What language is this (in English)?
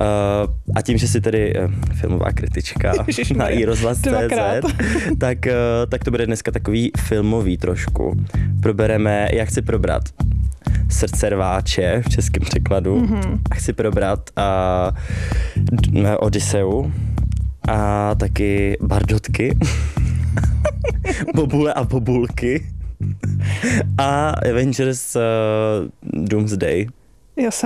Czech